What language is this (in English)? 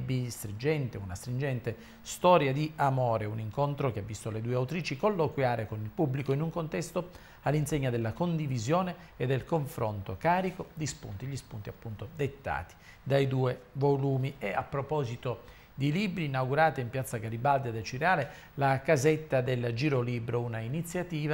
Italian